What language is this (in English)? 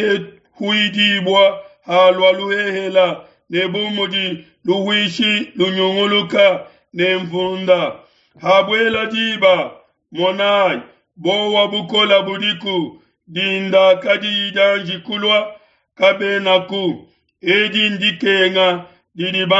Luba-Lulua